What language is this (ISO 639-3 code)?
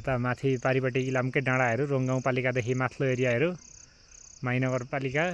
nep